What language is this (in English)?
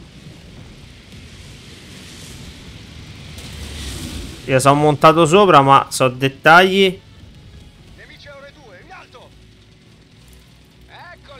Italian